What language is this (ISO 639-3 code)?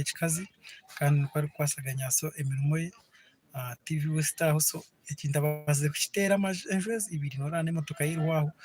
nyn